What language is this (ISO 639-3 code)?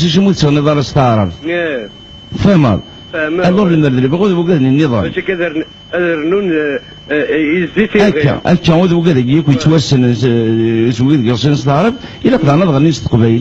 kab